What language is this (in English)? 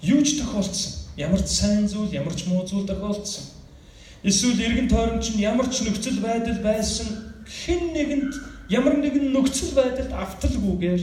Mongolian